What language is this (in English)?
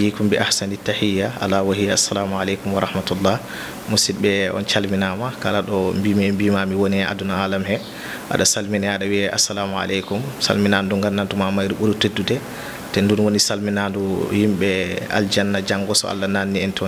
Fula